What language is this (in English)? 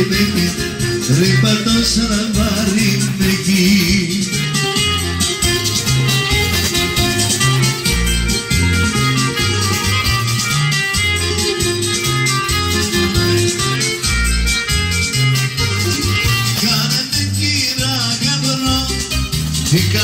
Greek